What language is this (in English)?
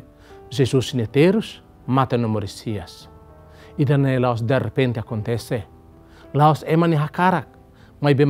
Tetum